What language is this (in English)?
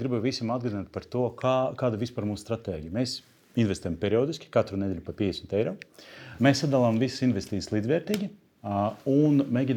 Latvian